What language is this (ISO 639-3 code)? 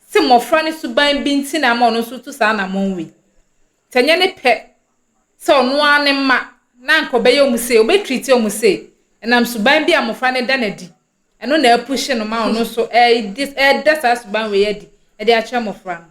aka